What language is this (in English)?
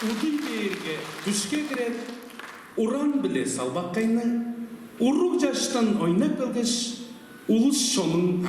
Tuvinian